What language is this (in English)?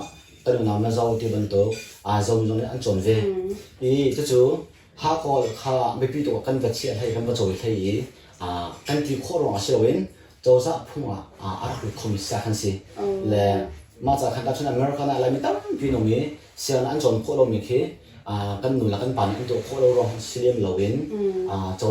Hakha Chin